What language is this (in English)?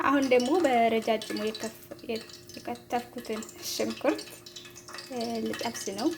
Amharic